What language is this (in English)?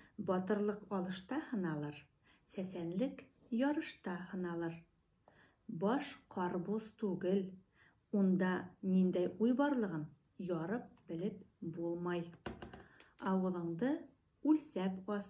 Bashkir